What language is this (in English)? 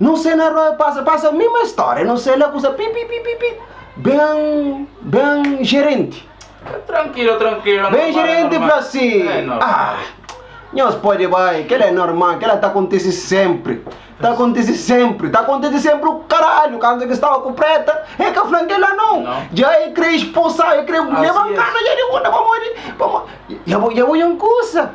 Kabuverdianu